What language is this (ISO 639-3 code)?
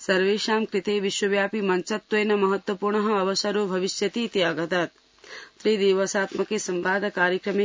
san